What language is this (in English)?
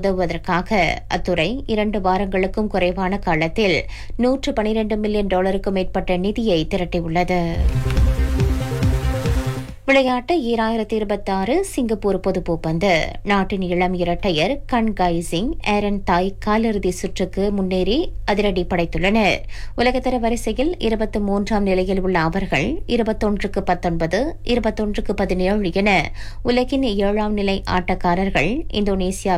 Tamil